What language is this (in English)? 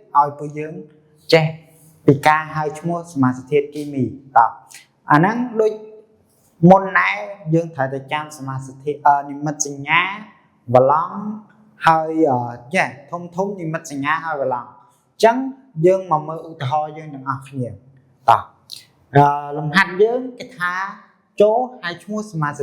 Khmer